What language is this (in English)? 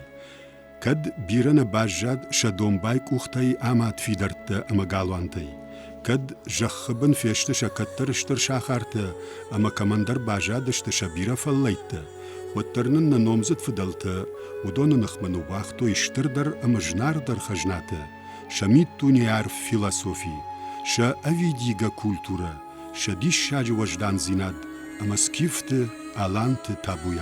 Ossetic